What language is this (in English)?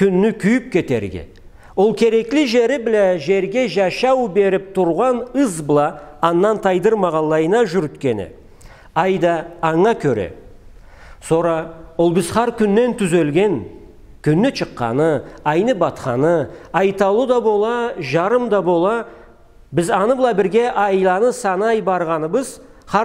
Karachay-Balkar